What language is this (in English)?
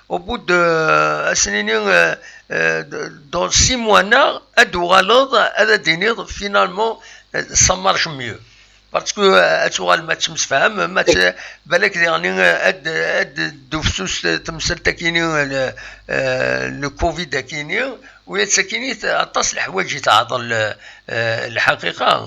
Kabyle